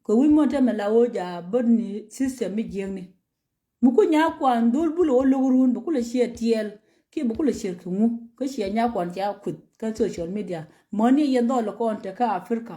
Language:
Nuer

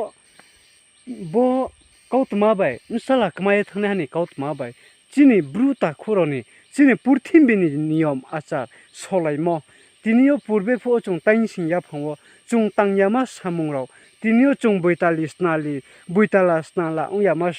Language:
Riang (India)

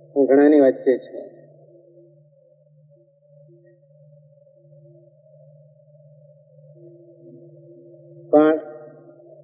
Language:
Gujarati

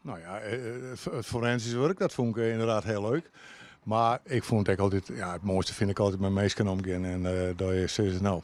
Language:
Western Frisian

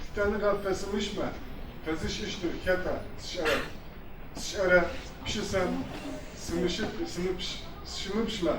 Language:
Adyghe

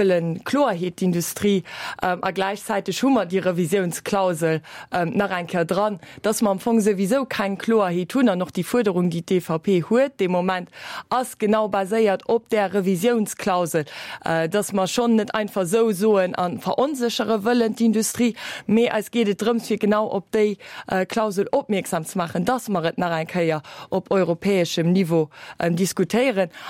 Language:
Luxembourgish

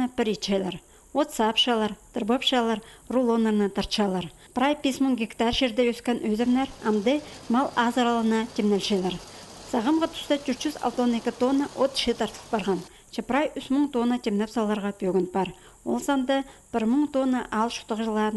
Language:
Khakas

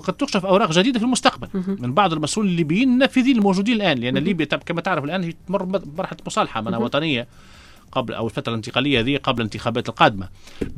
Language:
Tunisian Arabic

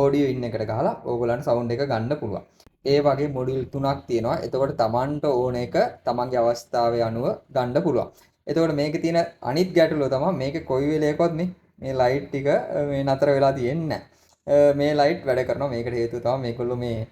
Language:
Sinhala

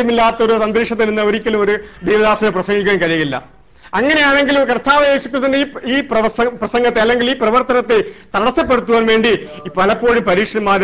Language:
Malayalam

